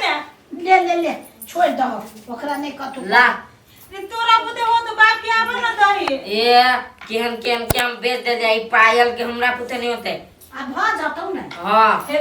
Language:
Maithili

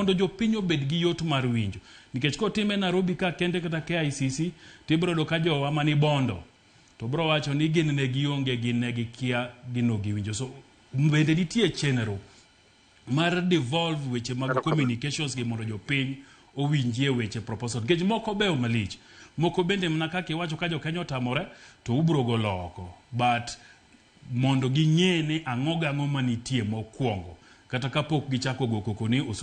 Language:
Luo (Kenya and Tanzania)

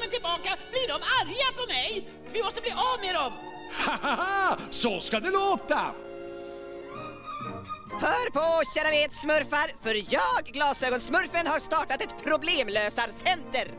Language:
Swedish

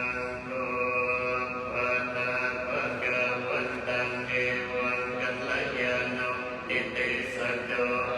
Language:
Pali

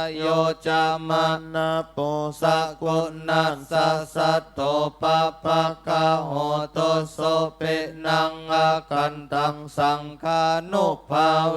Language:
Pali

